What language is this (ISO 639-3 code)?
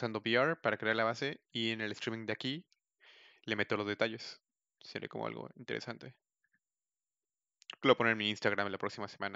spa